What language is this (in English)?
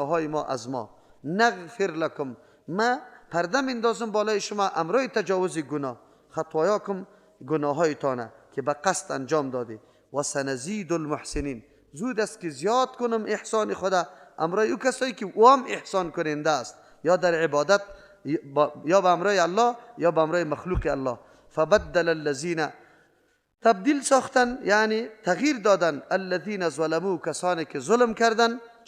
Persian